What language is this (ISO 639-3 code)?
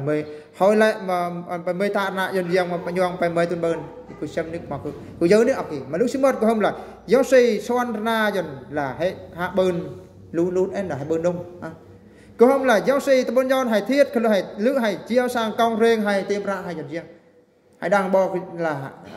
bru